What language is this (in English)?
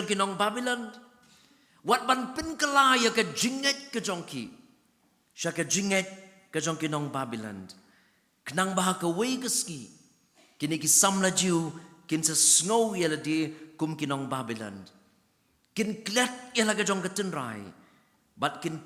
Khasi